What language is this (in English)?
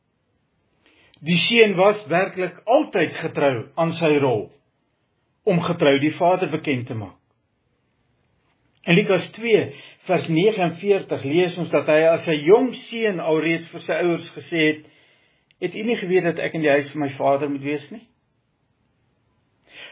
Afrikaans